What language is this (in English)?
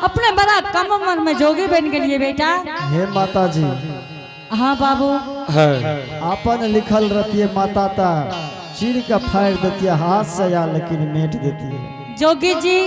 Angika